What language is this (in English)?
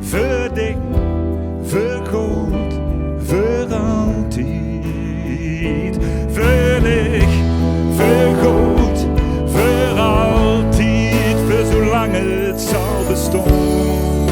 Limburgish